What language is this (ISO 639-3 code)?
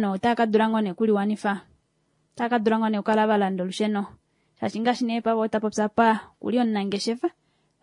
kua